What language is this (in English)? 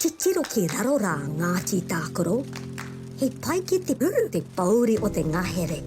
Māori